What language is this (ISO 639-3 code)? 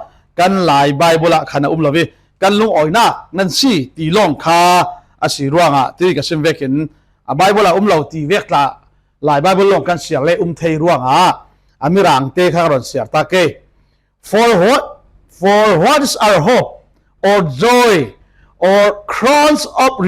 cfm